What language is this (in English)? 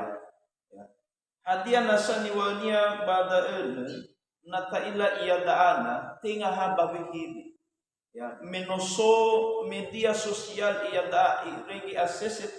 Nias